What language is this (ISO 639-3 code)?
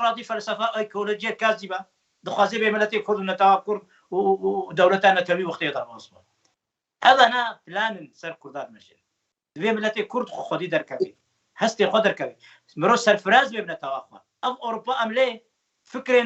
kur